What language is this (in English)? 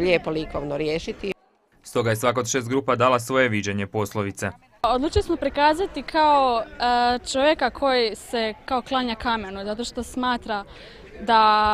Croatian